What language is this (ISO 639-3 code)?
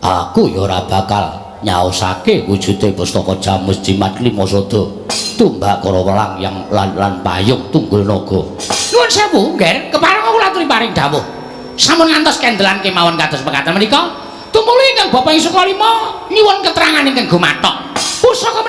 jav